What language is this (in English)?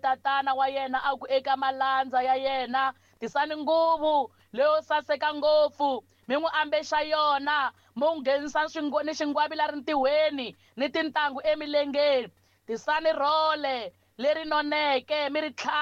Tsonga